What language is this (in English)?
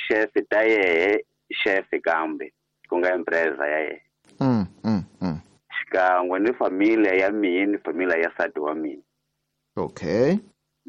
Tsonga